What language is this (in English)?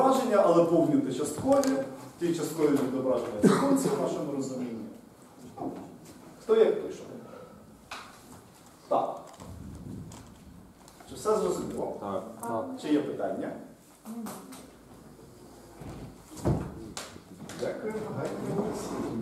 Ukrainian